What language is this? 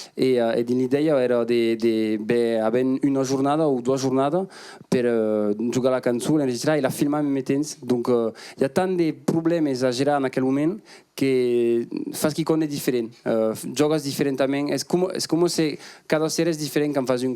Occitan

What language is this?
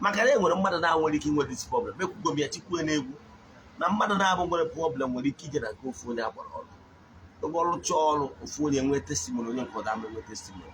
Igbo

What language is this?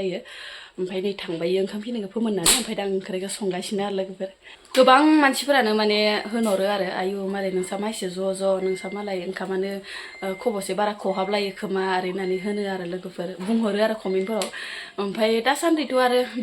Bodo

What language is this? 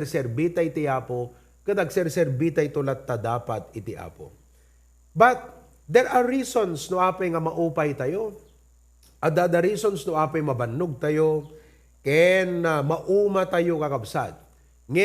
Iloko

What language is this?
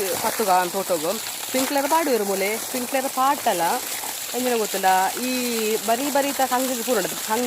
Tulu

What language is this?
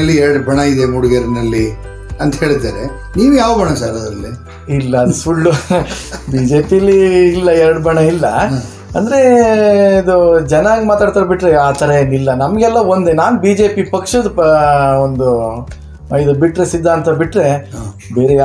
Kannada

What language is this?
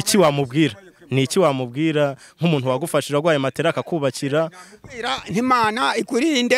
Kinyarwanda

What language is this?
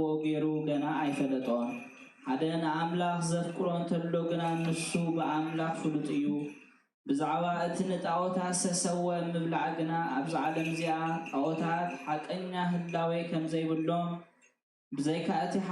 Tigrinya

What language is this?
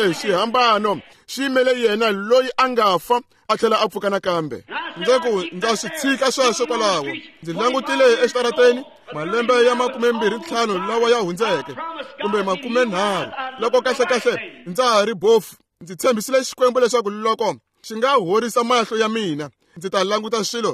Tsonga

